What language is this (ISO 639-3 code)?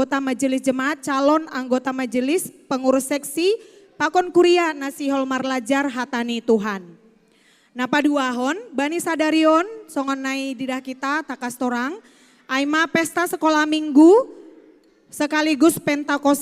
bts